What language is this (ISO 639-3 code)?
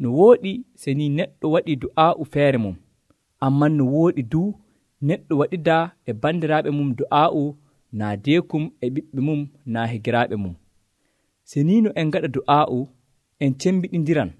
fuv